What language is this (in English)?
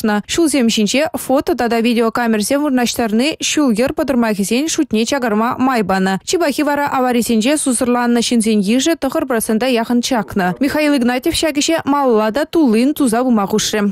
Chuvash